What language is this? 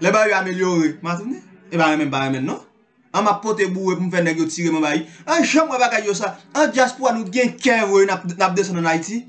Haitian Creole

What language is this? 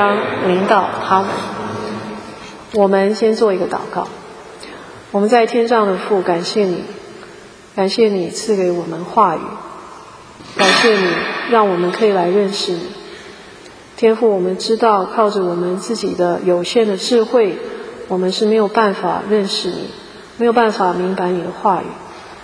Chinese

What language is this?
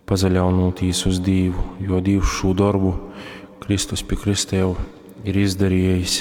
Latgalian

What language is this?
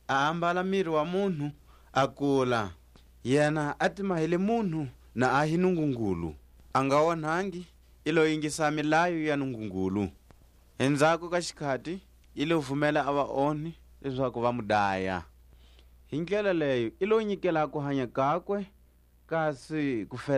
Tswa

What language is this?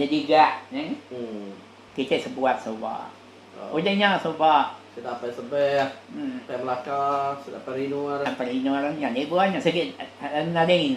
Iban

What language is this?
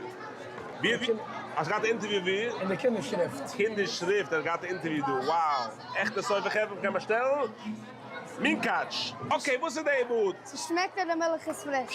Yiddish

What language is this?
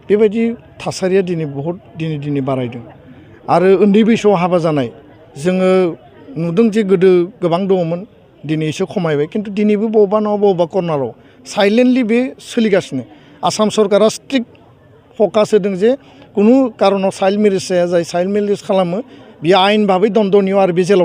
Bodo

